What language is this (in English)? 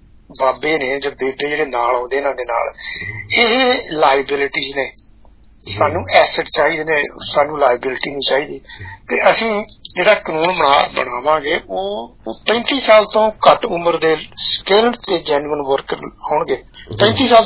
Punjabi